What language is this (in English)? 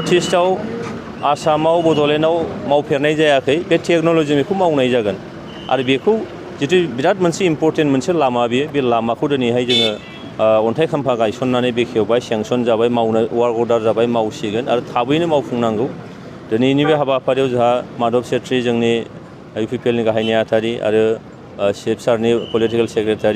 Bodo